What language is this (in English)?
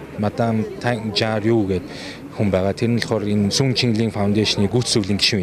Mongolian